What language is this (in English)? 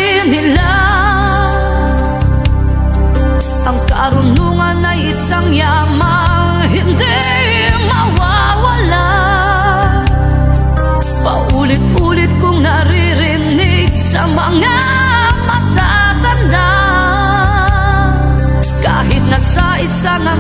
Filipino